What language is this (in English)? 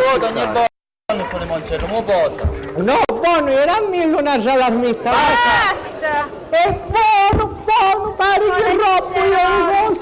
Sicilian